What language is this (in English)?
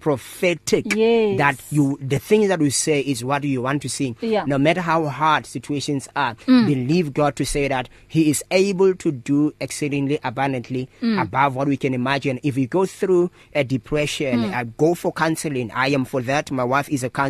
English